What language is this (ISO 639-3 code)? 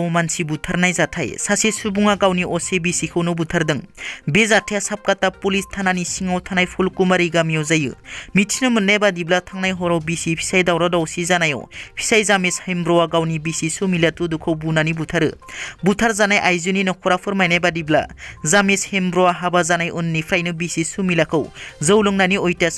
brx